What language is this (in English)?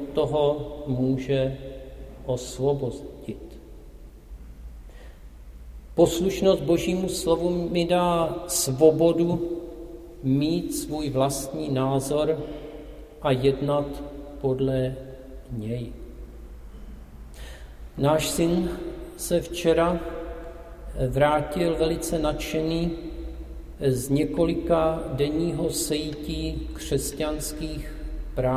Czech